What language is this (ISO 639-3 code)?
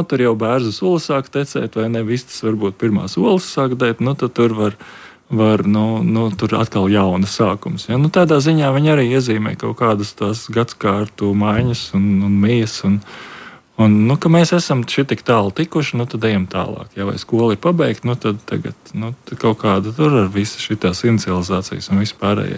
lav